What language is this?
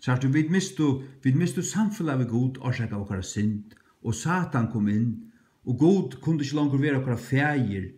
Faroese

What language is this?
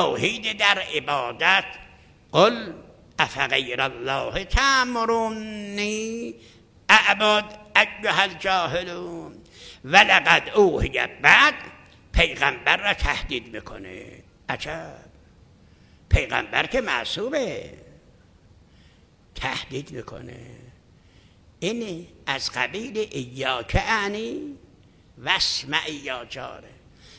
Persian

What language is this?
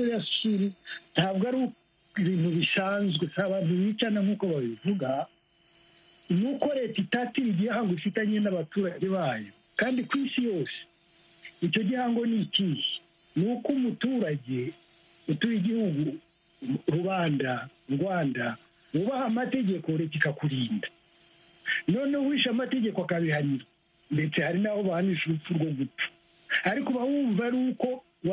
Kinyarwanda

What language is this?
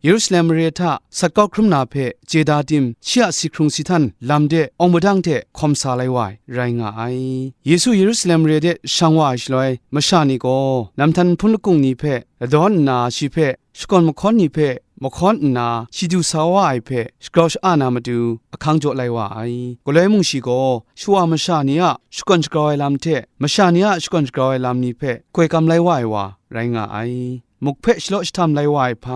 Kachin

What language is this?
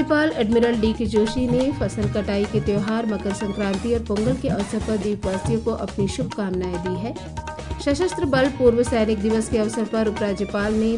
Hindi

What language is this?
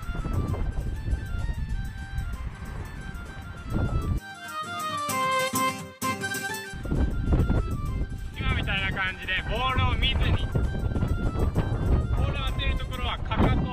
Japanese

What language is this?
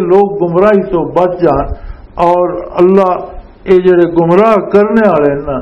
Western Panjabi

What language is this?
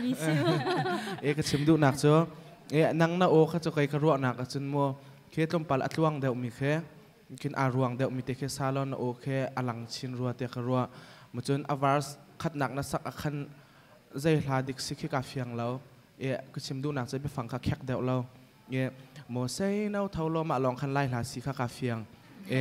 Hakha Chin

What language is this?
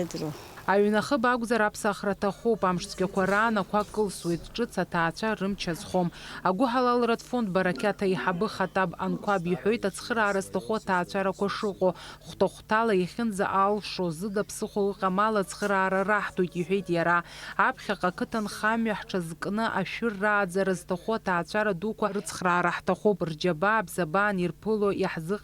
Abkhazian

